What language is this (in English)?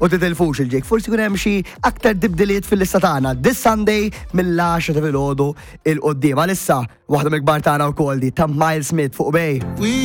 Maltese